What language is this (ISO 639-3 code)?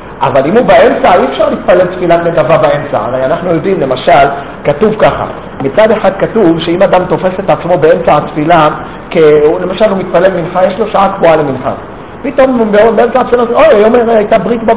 heb